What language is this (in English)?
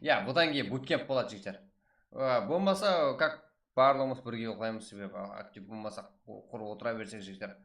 Kara-Kalpak